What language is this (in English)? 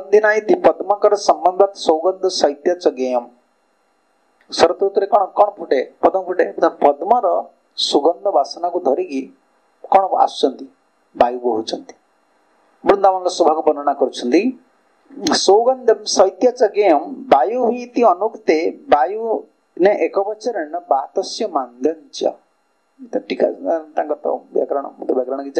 Odia